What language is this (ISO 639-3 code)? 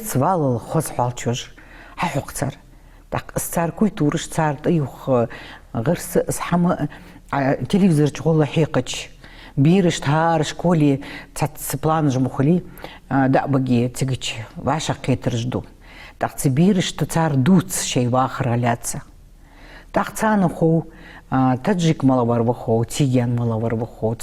inh